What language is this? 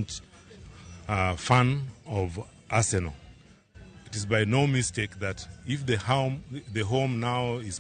Luo (Kenya and Tanzania)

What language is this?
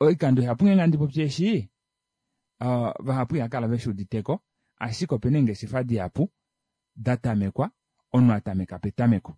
Kuanyama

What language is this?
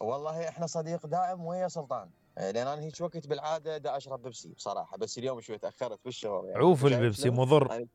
Mesopotamian Arabic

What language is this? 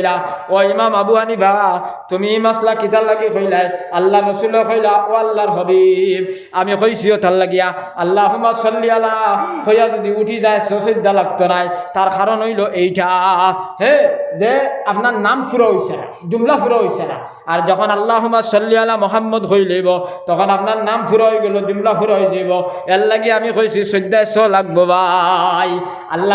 Sylheti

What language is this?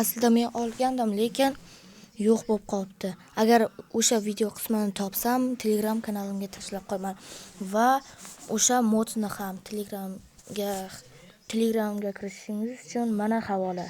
Uzbek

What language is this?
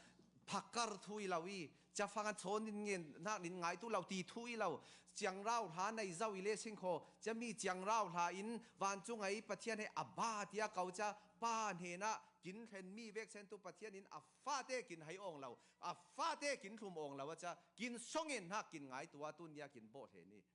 Falam Chin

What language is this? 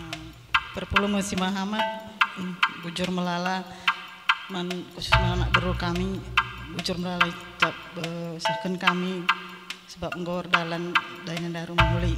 Batak Karo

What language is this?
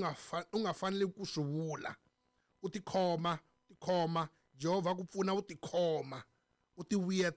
Tsonga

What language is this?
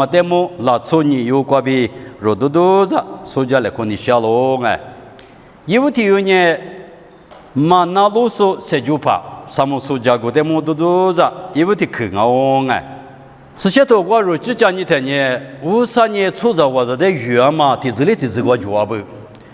Lisu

